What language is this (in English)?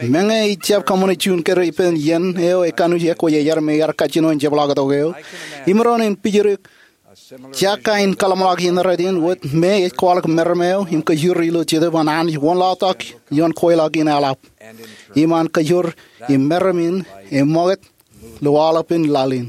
Marshallese